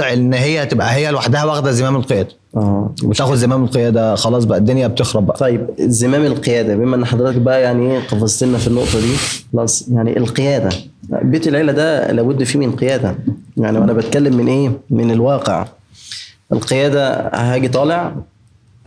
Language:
Egyptian Arabic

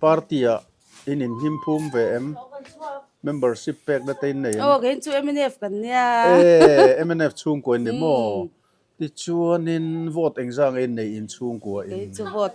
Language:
Mizo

